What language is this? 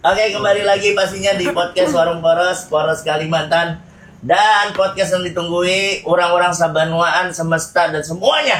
Banjar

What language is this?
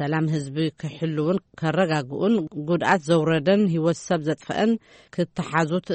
Tigrinya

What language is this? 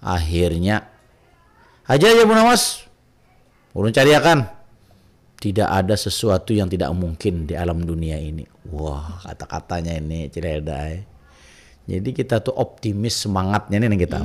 Banjar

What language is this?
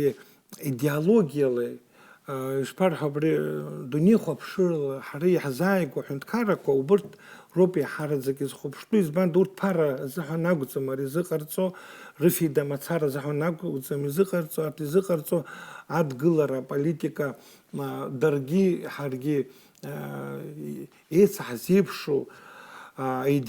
Abkhazian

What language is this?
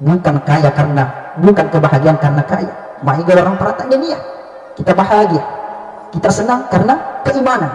Buginese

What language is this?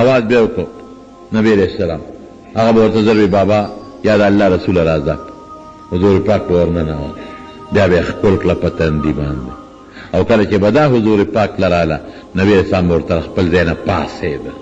Pashto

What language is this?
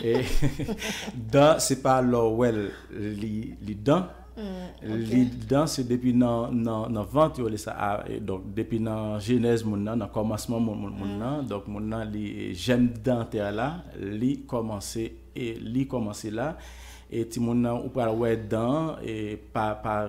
Haitian Creole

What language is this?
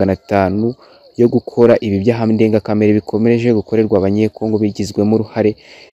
Kinyarwanda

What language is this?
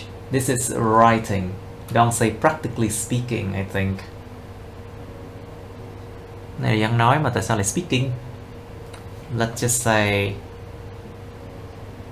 Vietnamese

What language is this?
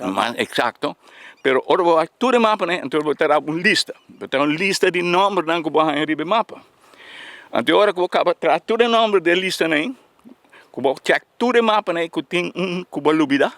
Papiamento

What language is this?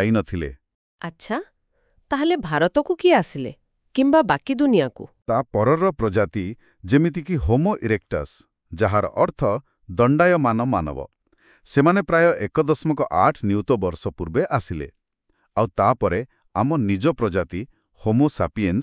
Odia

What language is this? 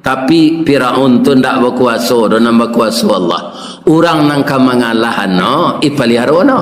Minangkabau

